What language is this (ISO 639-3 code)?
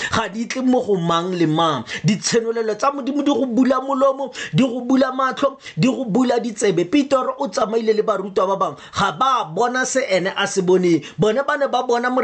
tsn